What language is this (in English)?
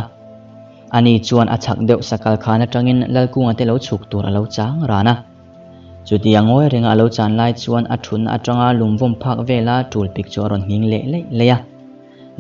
Mizo